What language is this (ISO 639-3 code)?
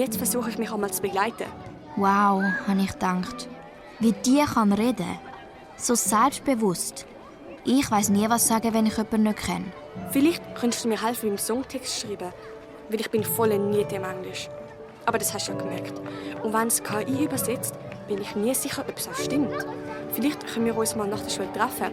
gsw